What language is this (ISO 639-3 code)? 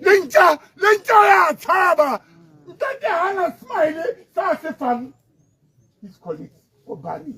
tsn